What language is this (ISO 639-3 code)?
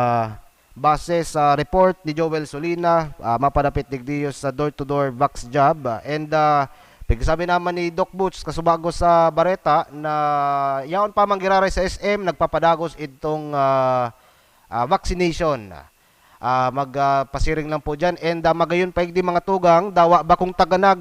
bik